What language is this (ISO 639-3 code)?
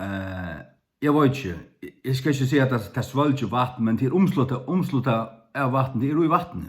fao